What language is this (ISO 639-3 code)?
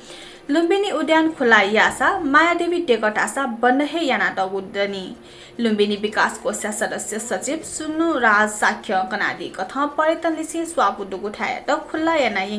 new